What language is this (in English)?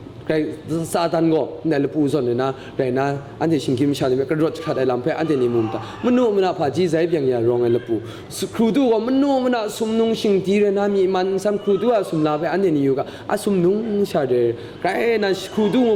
Kachin